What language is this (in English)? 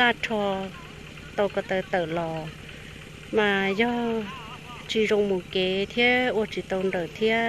Hmong